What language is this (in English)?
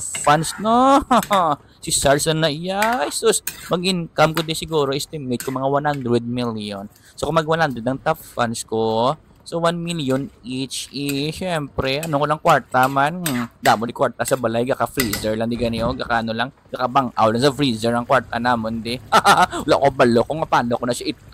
Hiligaynon